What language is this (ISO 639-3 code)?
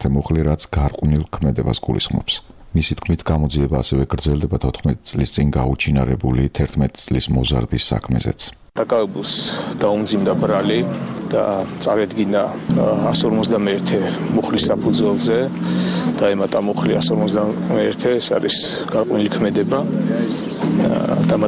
kat